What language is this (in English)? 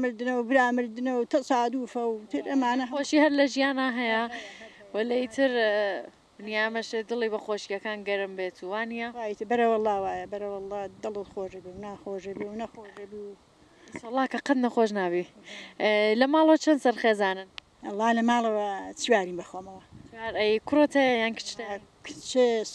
Central Kurdish